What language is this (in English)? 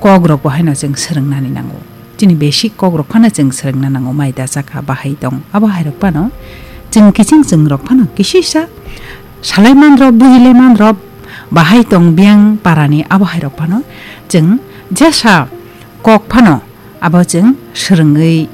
Kok Borok